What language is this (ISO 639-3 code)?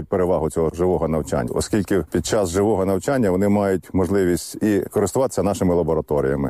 ukr